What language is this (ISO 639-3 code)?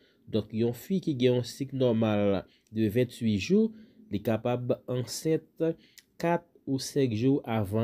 hat